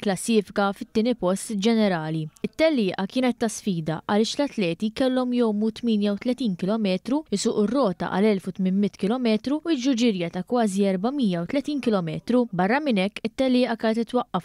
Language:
Maltese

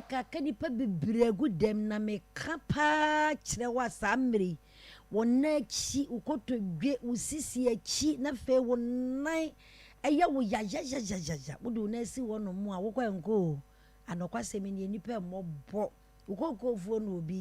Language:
Akan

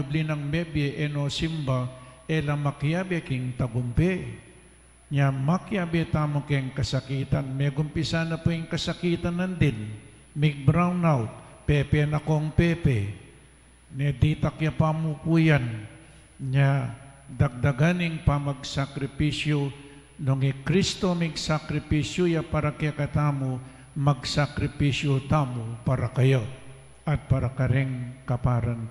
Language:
Pampanga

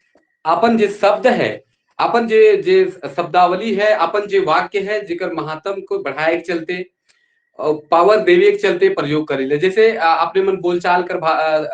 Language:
Sadri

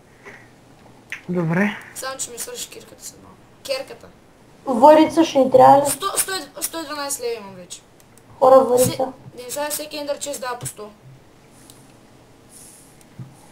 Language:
Bulgarian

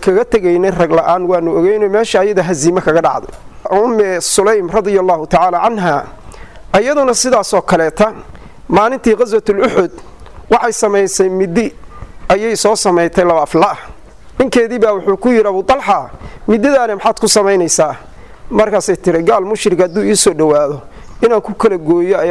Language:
Somali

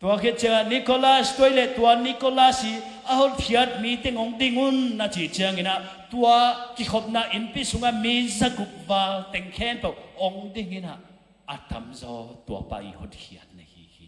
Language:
Tedim Chin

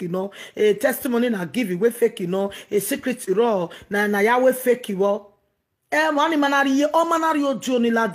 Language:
Nigerian Pidgin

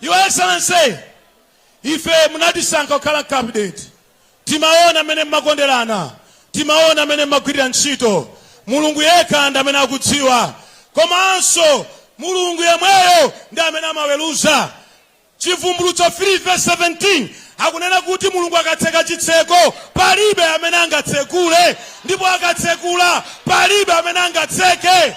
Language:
Nyanja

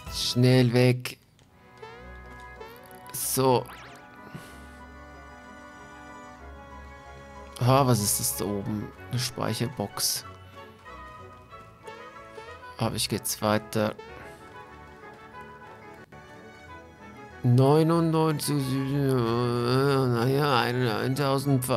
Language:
German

